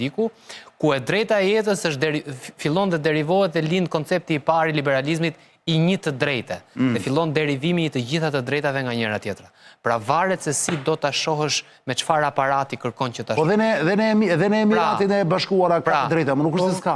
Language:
Albanian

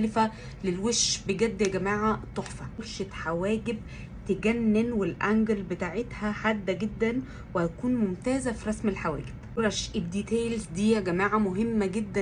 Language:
Egyptian Arabic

